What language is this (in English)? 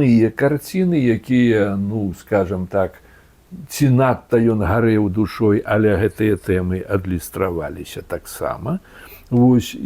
Belarusian